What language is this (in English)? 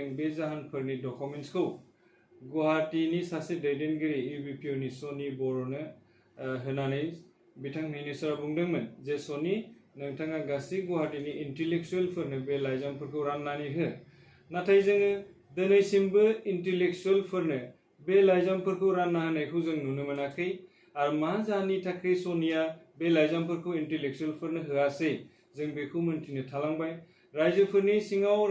Bodo